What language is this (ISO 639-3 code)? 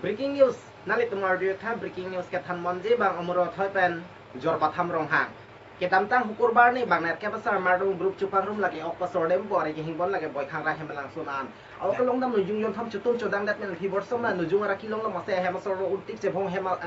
mjw